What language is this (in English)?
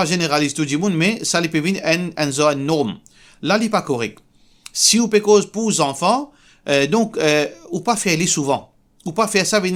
Morisyen